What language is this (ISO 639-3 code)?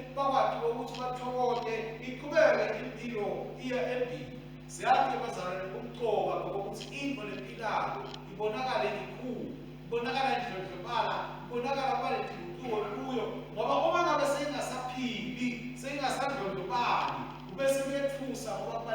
ssw